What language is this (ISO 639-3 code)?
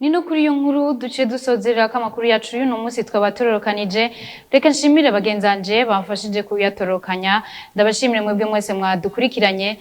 run